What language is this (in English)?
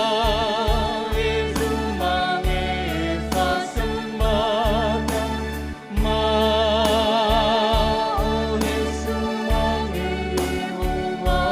Nias